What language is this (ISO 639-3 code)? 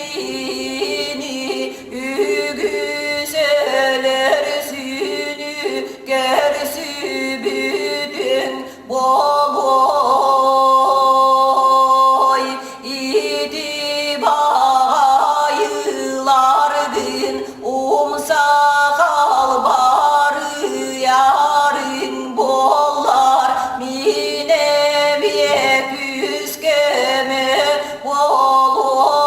sah